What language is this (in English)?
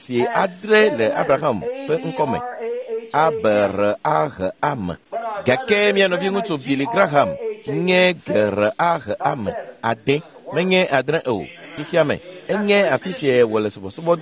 Ewe